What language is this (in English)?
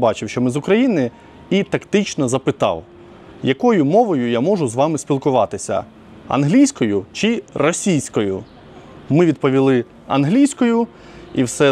Ukrainian